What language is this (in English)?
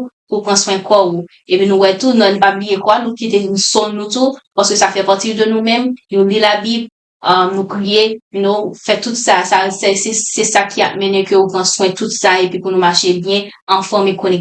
Haitian Creole